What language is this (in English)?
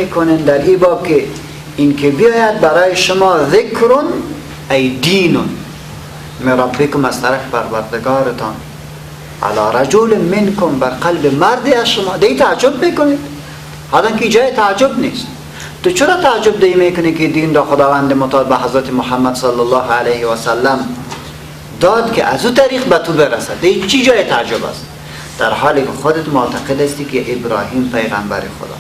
Persian